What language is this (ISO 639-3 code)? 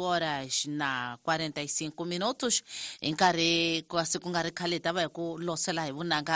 tso